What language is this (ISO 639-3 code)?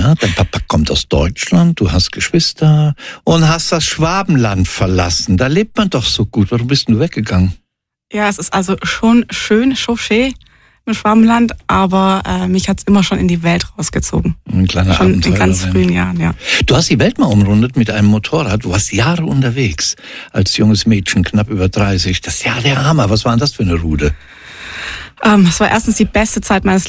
deu